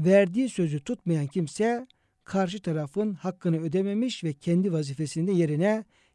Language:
Turkish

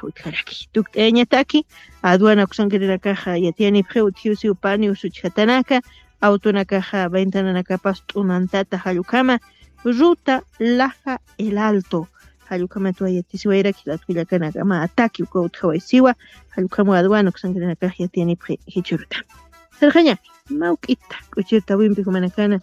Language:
Aymara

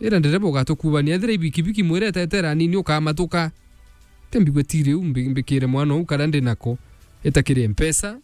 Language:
Meru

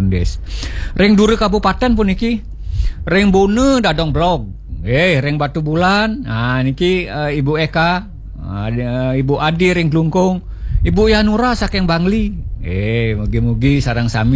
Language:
Balinese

